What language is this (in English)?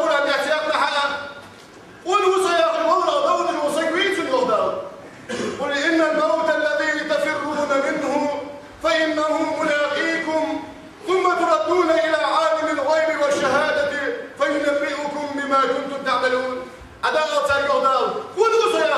Ingush